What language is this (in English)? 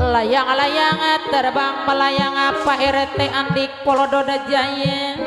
Betawi